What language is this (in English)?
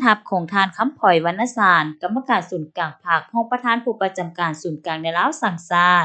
Lao